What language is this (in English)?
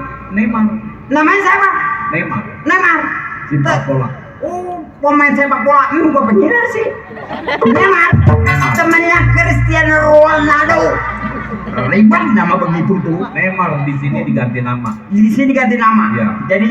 Betawi